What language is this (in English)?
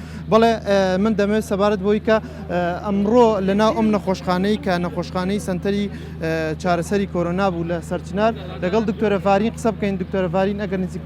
Central Kurdish